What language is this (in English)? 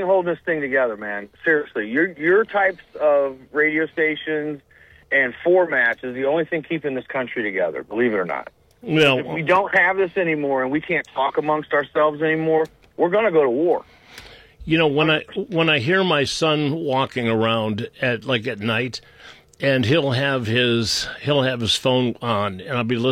English